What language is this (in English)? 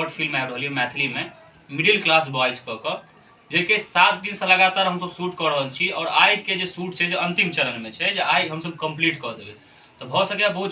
Maithili